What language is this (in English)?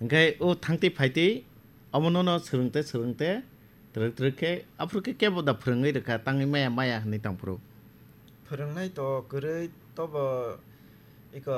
Kok Borok